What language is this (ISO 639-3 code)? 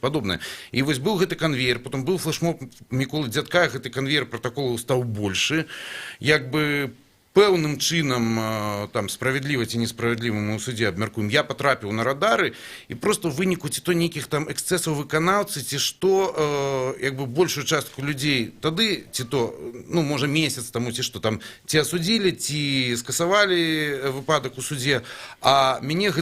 bel